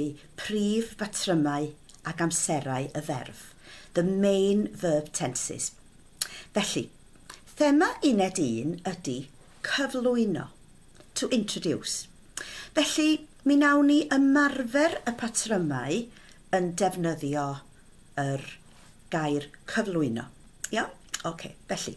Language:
Welsh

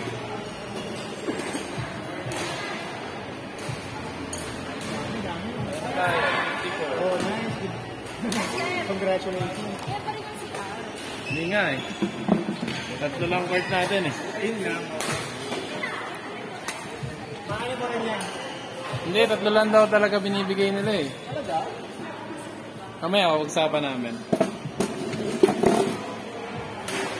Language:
Filipino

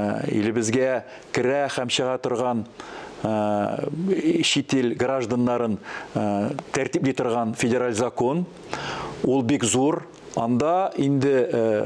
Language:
Tatar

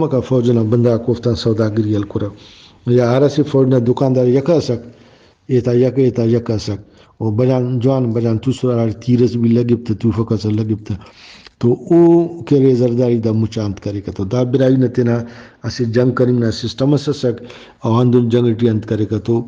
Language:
Brahui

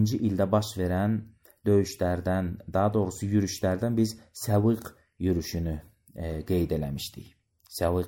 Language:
Azerbaijani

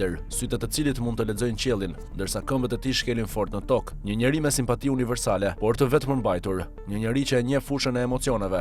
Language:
Albanian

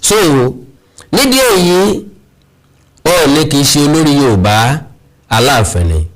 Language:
Yoruba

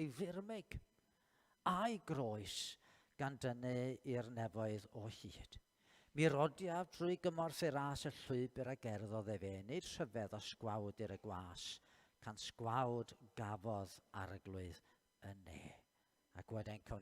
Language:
Welsh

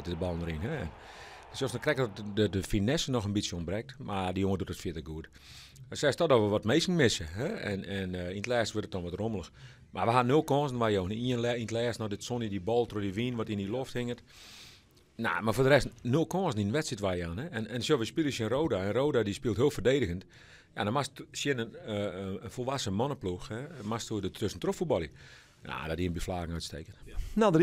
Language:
Western Frisian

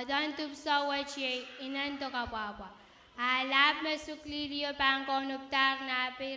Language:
Pohnpeian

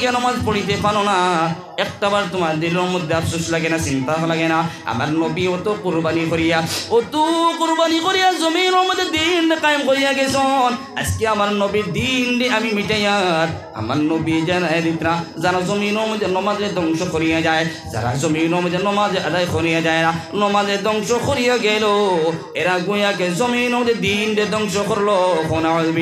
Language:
Sylheti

